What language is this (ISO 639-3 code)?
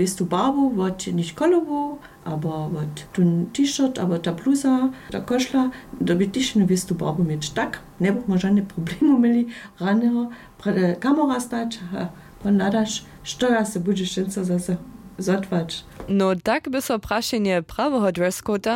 hsb